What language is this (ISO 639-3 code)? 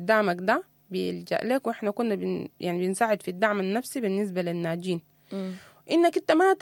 apd